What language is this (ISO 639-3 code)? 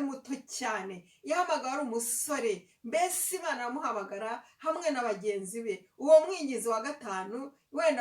kin